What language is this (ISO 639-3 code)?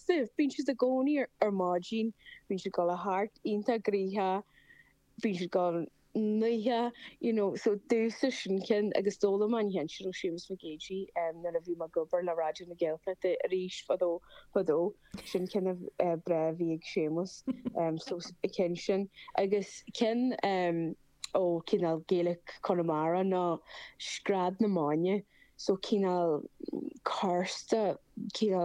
gle